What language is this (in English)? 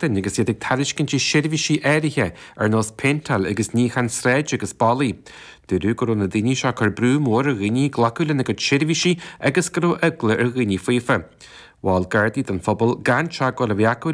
Irish